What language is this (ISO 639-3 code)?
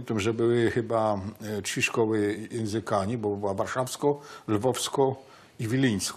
szl